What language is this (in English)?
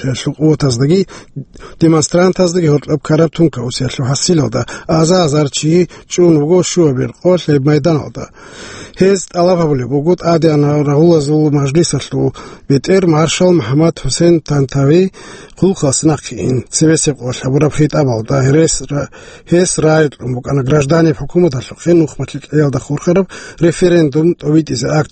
Avaric